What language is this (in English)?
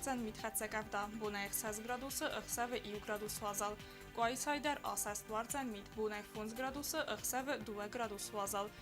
Ossetic